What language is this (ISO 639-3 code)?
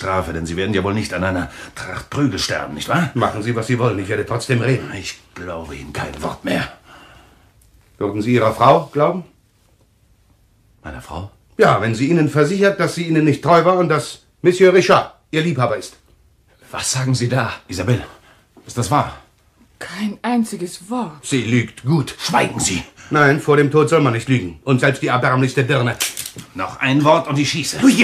deu